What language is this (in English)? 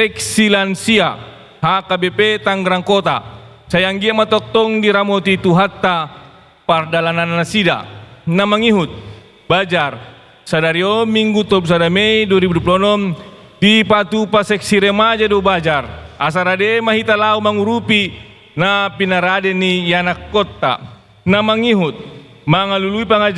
Batak Toba